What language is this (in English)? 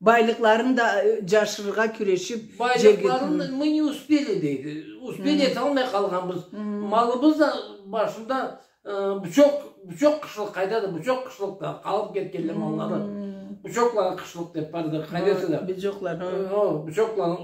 Karachay-Balkar